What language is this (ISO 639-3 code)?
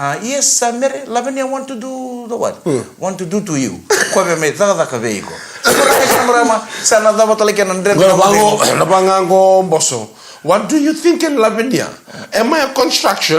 fij